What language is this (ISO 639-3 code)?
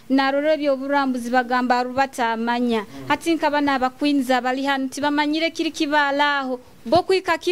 nyo